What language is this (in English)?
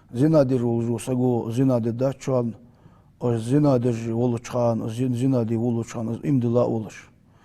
Ingush